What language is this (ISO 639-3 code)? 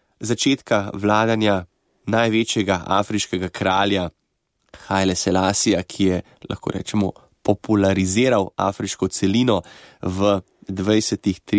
slv